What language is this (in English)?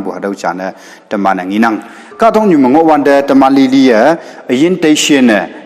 Konyak Naga